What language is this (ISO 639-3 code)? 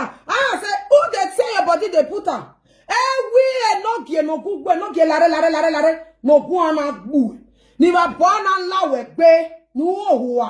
pcm